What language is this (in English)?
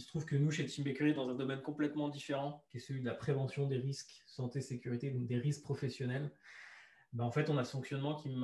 French